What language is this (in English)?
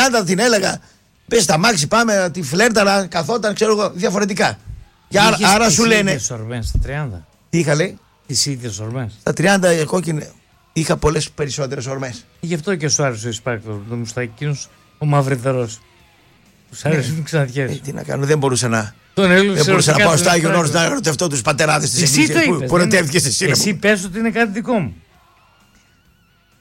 Greek